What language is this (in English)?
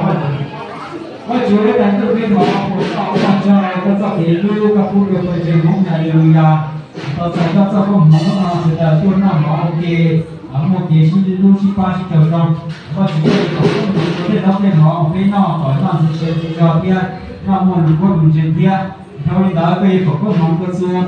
Hmong